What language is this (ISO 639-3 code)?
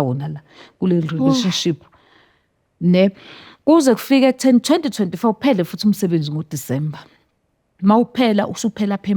zul